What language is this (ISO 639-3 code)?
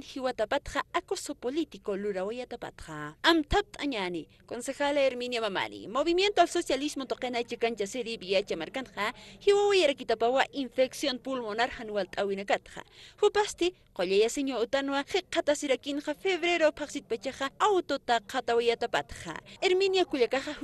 aym